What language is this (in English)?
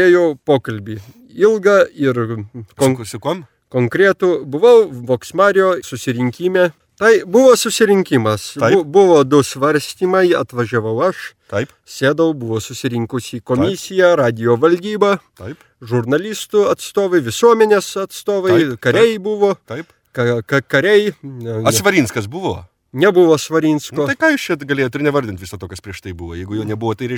Lithuanian